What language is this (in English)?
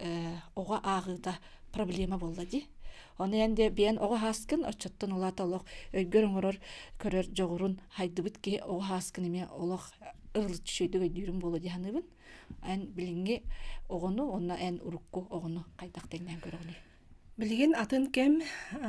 Yakut